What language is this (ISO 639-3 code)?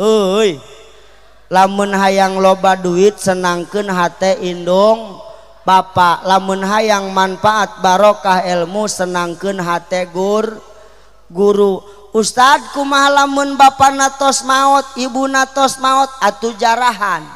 sun